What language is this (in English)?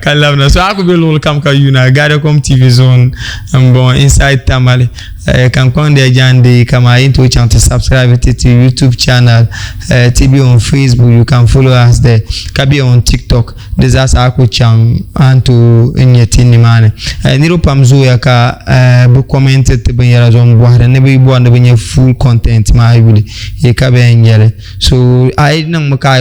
Dagbani